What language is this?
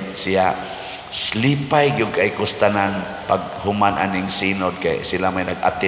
Cebuano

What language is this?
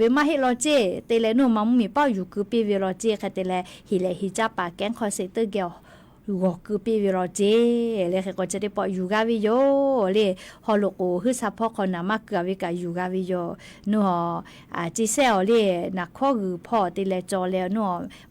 Lahu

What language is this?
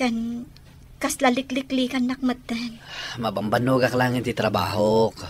Iloko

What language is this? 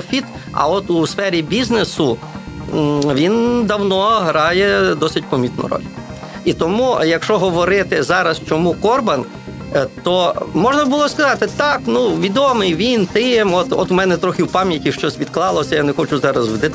Ukrainian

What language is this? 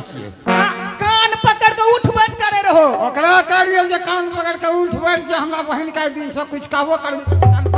Angika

